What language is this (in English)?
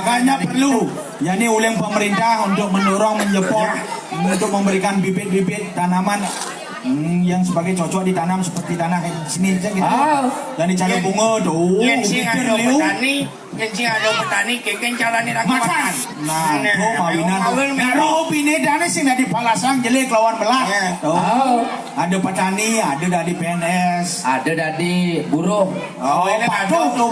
Balinese